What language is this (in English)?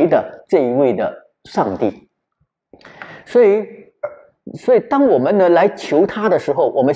Chinese